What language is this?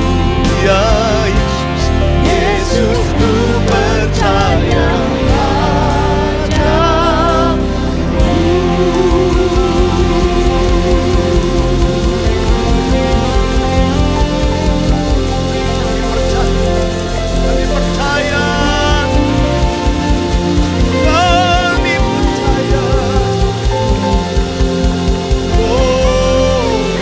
Indonesian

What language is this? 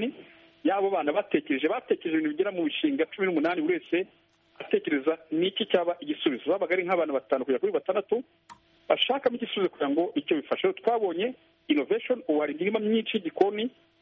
Kinyarwanda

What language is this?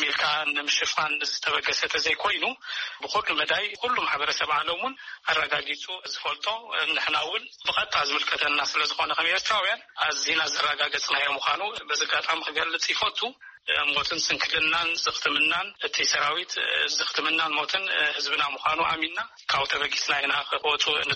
Tigrinya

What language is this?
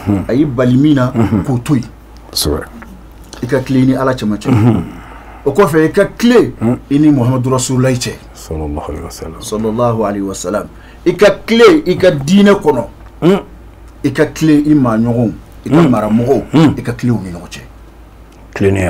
Bambara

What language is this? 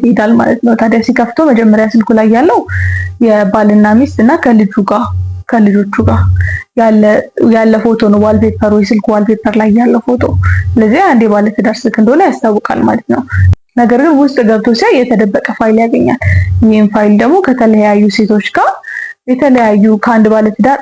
Amharic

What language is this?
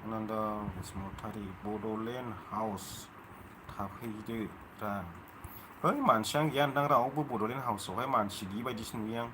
Bodo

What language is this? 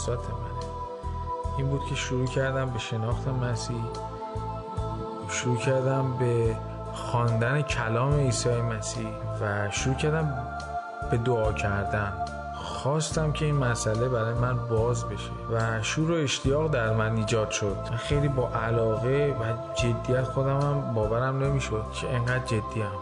Persian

